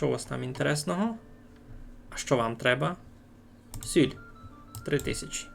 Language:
Rusyn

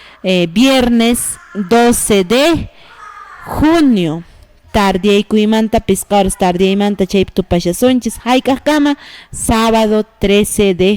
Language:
Quechua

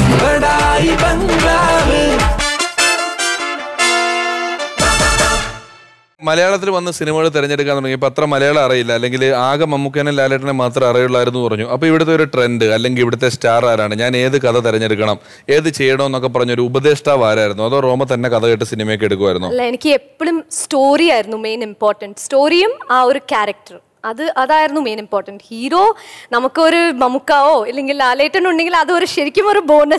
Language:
Malayalam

